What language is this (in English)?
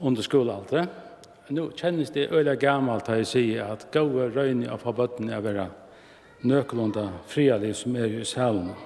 Faroese